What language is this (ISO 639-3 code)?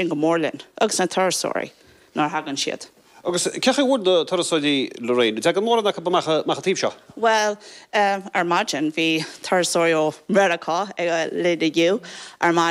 gle